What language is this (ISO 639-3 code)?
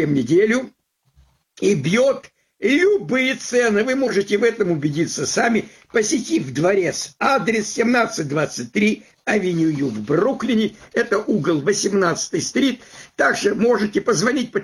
rus